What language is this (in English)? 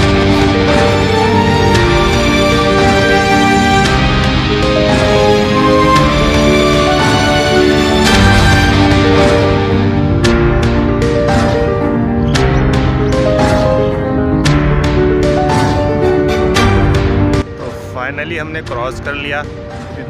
Hindi